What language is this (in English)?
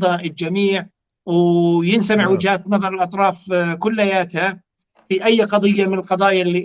North Levantine Arabic